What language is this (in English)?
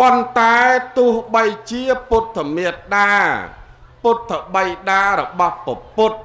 Khmer